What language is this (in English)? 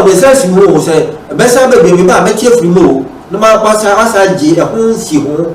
Akan